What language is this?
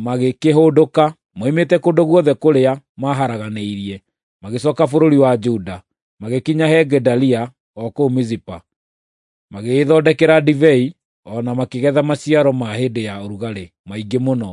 Kikuyu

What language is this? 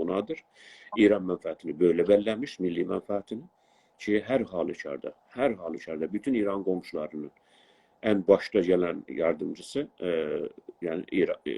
South Azerbaijani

